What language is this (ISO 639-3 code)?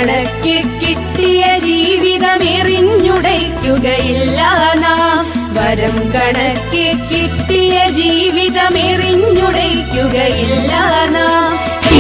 mal